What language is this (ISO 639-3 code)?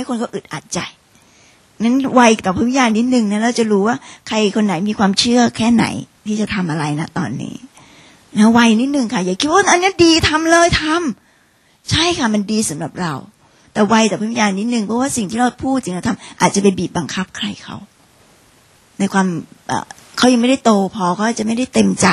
tha